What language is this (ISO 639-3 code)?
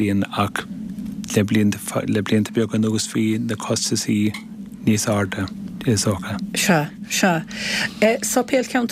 gle